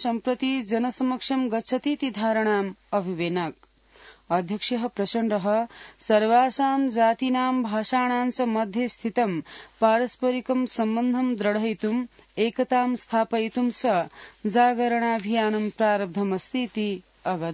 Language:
Sanskrit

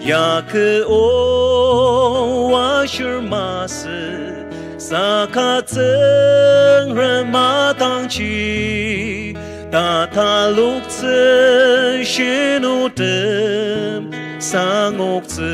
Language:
Ao Naga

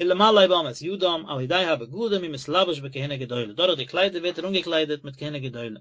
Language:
Yiddish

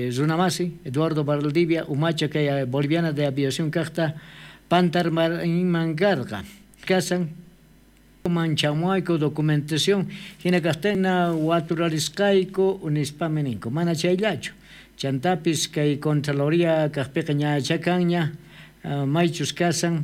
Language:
South Bolivian Quechua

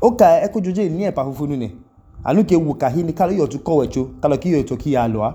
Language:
Idoma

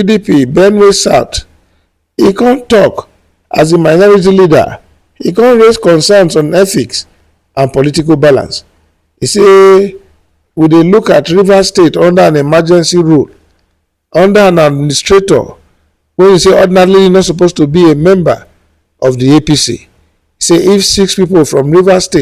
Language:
Nigerian Pidgin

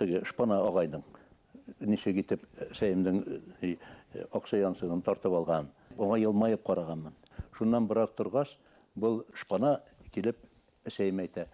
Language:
Bashkir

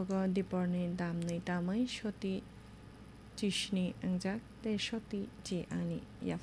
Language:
Kok Borok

